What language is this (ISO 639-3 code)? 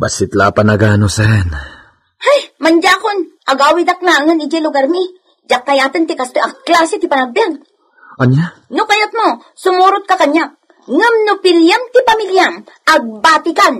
ilo